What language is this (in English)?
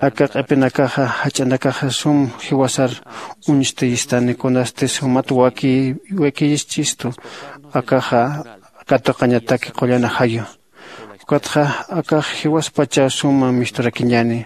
Aymara